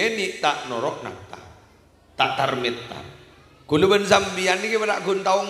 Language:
Madurese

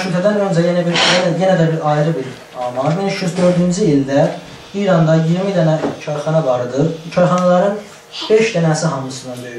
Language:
South Azerbaijani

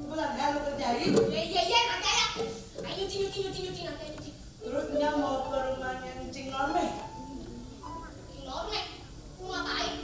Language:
Betawi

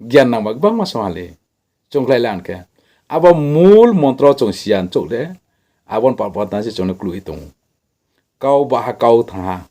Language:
Riang (India)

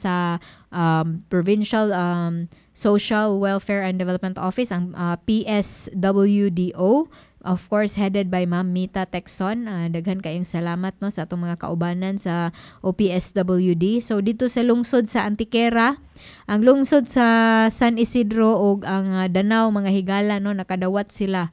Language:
Cebuano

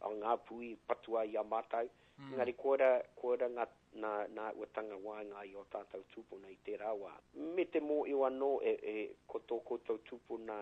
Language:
Māori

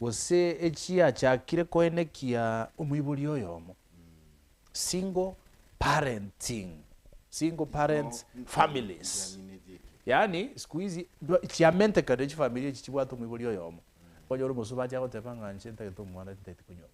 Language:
Gusii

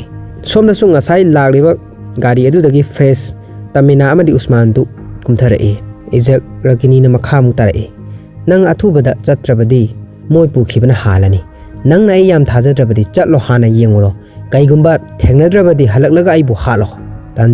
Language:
Manipuri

